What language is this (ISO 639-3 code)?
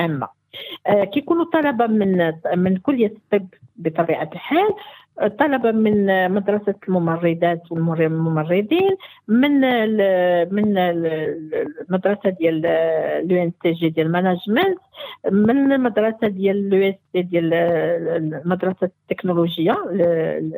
ary